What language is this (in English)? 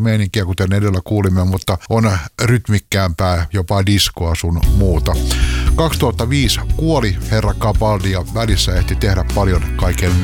Finnish